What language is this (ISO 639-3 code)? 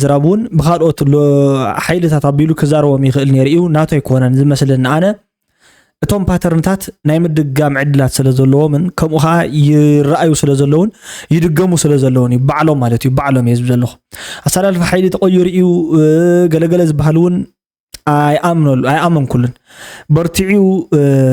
tir